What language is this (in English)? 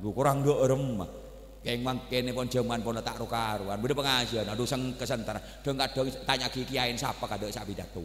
Madurese